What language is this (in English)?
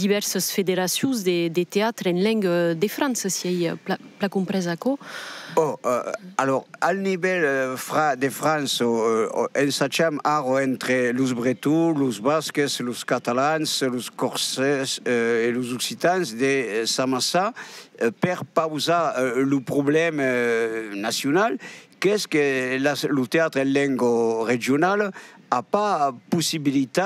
Occitan